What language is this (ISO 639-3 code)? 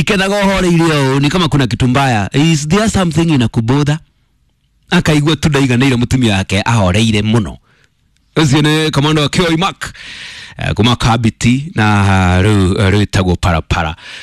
kik